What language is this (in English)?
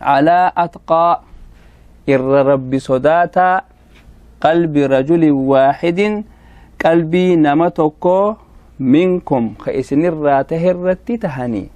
Oromo